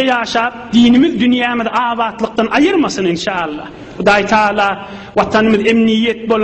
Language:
Turkmen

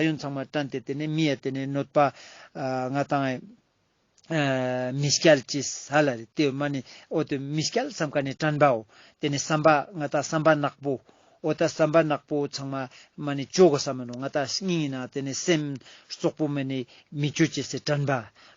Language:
Ladakhi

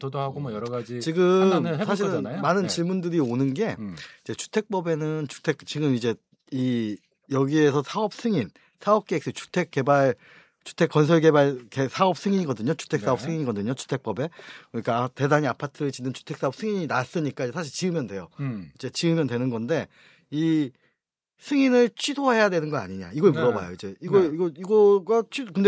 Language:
Korean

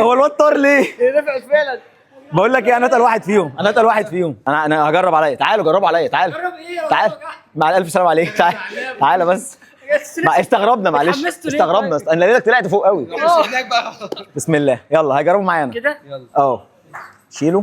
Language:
Egyptian Arabic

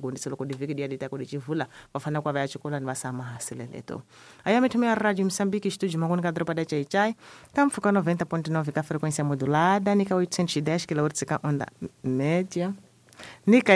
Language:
Tsonga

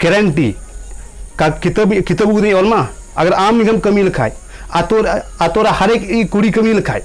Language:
Santali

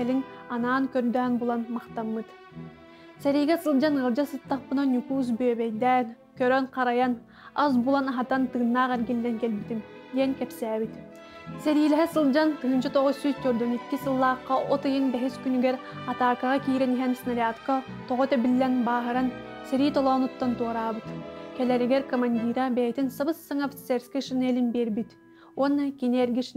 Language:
Yakut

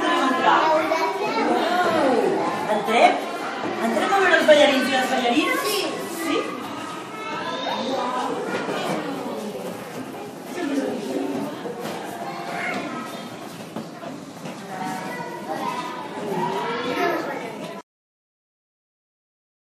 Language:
Catalan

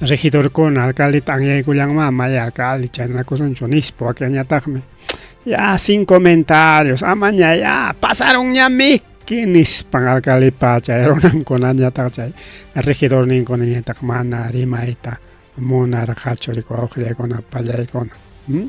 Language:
Ayacucho Quechua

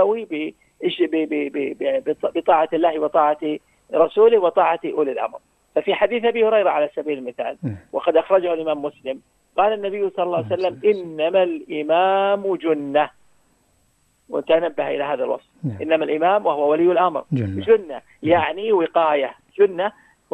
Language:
Arabic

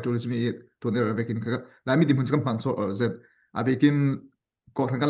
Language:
Falam Chin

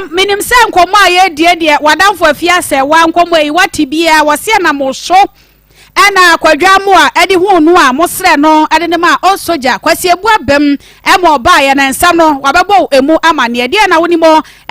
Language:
Akan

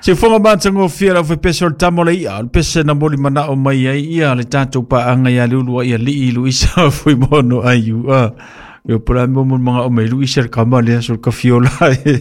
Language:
Samoan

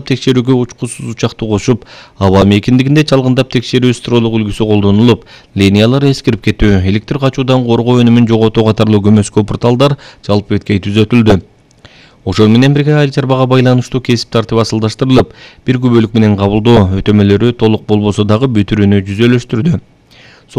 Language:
Kyrgyz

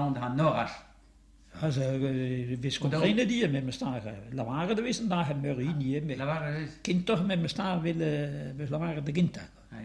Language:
Breton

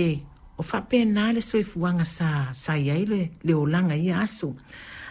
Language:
Samoan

